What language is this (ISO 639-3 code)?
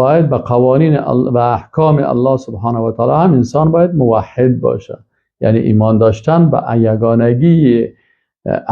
fas